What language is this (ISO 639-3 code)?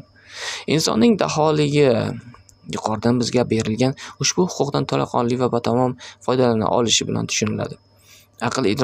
uzb